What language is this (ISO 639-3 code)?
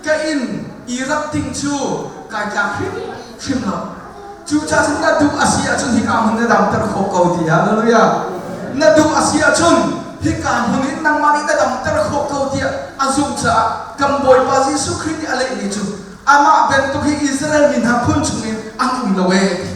cnh